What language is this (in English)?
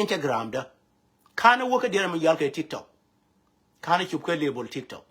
Nuer